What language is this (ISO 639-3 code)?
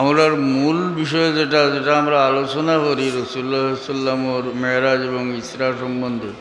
syl